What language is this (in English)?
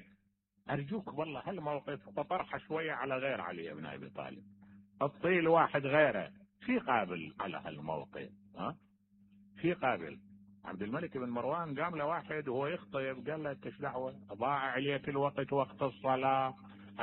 Mesopotamian Arabic